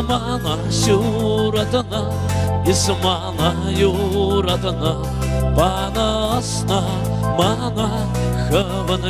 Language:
Chuvash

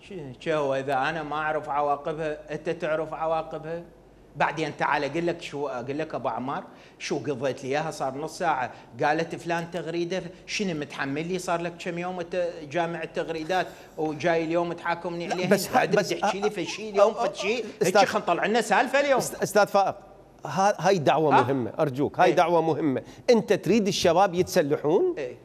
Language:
Mesopotamian Arabic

